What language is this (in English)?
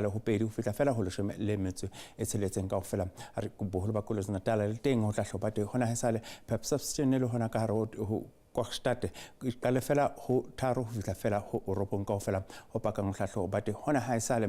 Southern Sotho